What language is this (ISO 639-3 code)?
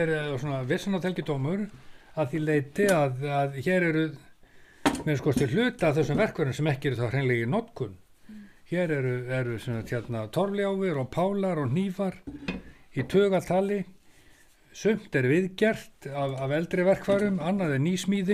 isl